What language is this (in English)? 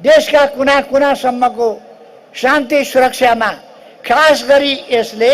Nepali